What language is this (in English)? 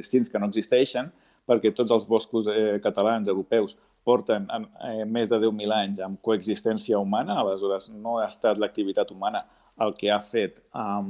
Catalan